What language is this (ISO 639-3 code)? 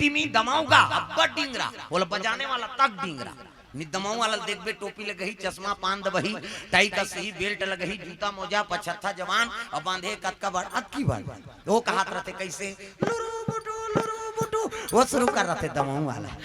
hne